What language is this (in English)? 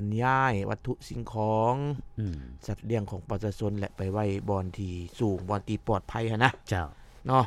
Lao